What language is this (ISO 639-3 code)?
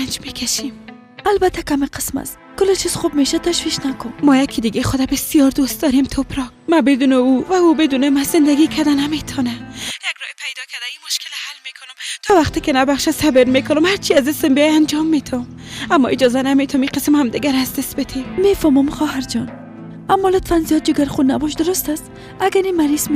fas